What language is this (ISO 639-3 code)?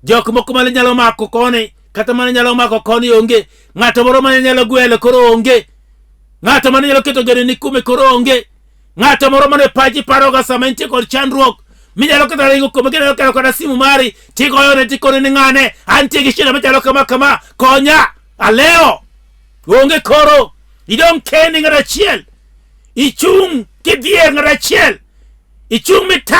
luo